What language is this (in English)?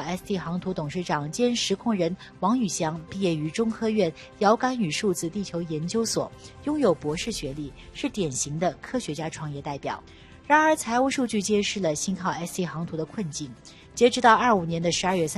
Chinese